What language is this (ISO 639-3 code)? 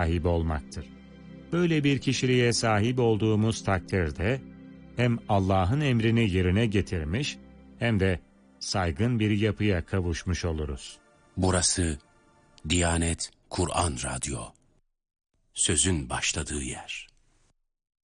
tur